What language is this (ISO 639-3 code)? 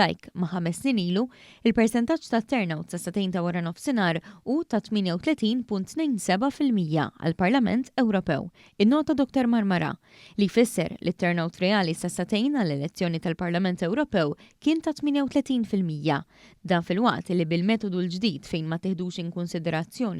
mlt